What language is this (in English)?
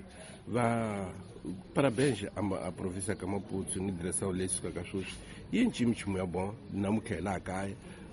Tsonga